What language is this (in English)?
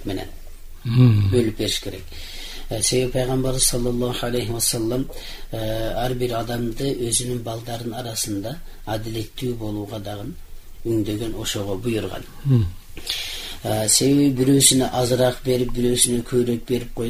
Kyrgyz